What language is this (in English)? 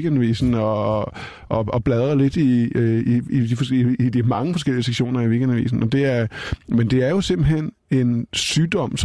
Danish